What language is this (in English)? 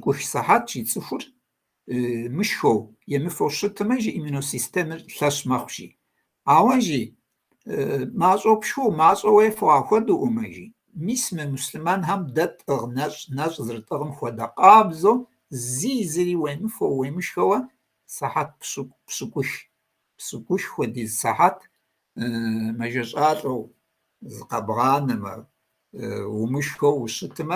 Kabardian